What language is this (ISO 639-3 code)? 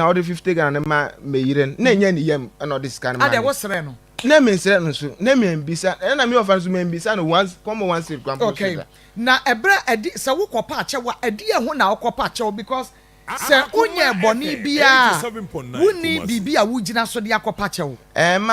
aka